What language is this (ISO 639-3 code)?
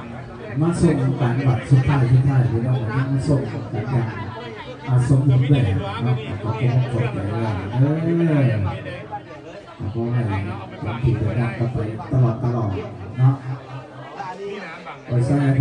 lao